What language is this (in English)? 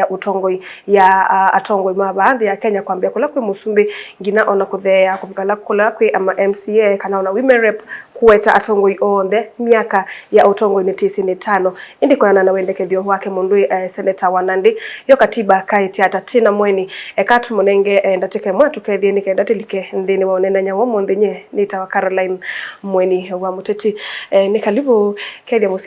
Kamba